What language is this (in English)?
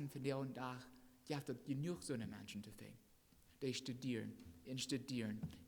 Plautdietsch